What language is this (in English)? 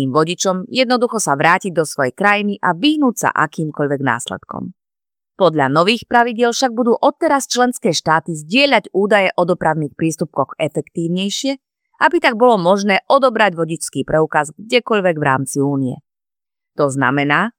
Slovak